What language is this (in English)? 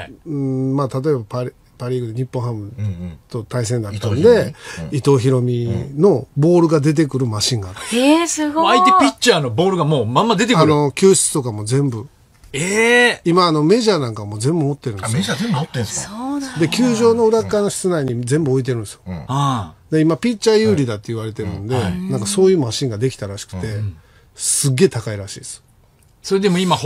Japanese